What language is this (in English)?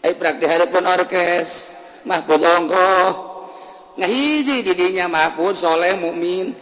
Sundanese